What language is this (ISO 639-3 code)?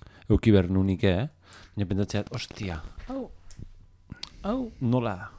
eus